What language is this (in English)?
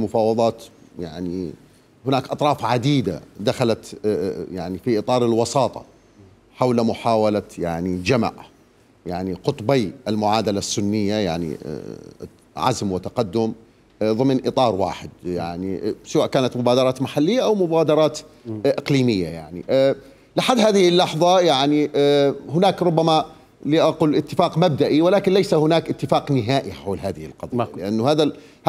Mesopotamian Arabic